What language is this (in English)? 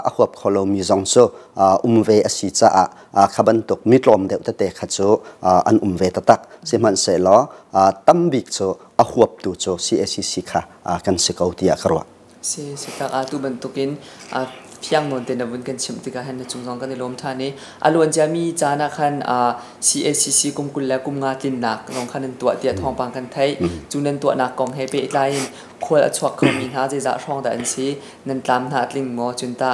Hakha Chin